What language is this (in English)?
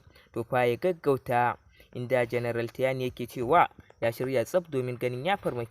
Hausa